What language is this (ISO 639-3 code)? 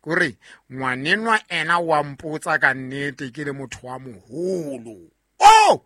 sot